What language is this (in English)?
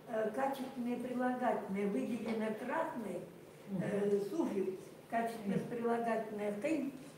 Chukot